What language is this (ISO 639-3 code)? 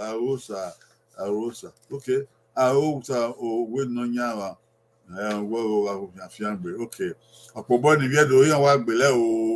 bin